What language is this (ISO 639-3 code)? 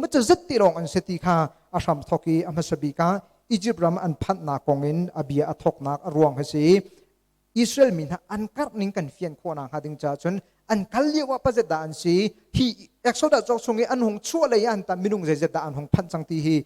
cnh